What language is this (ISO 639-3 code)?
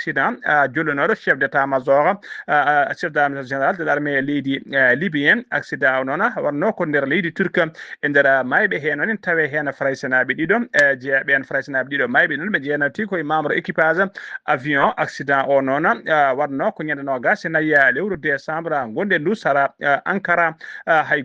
ful